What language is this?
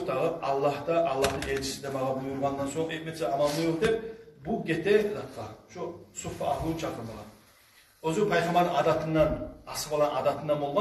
Kumyk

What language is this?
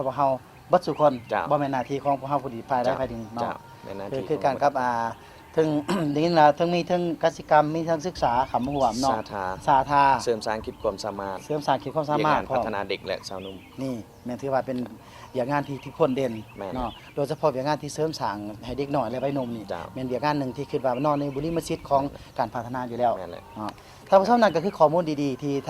Lao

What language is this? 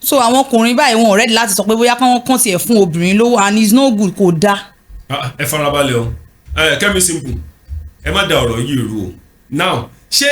Yoruba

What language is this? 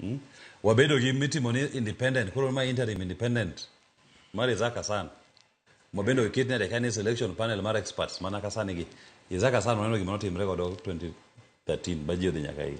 Luo (Kenya and Tanzania)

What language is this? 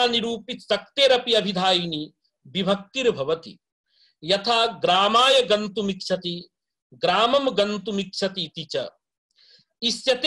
Sanskrit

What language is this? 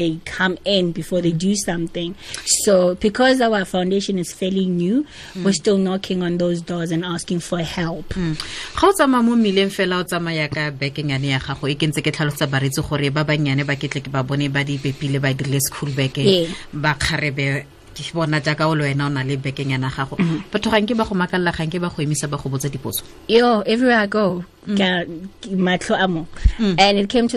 Tswana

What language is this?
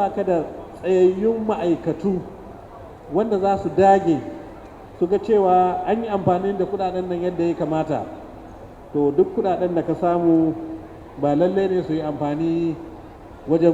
Hausa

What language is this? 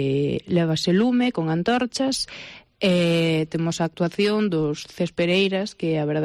Galician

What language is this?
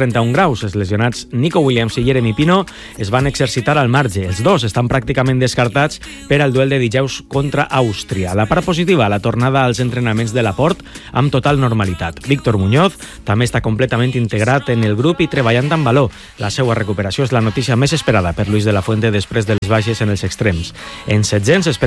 Catalan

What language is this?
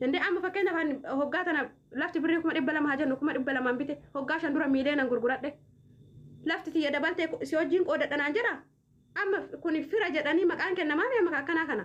Oromo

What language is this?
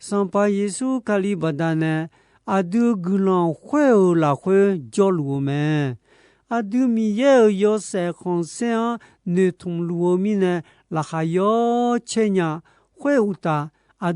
Akha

